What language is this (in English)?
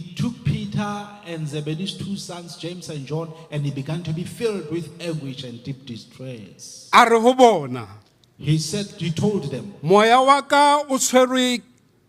Southern Sotho